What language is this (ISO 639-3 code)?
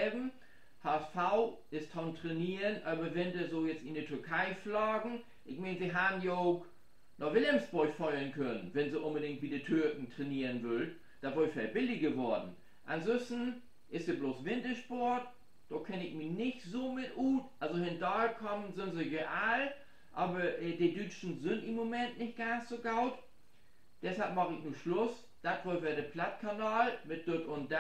nds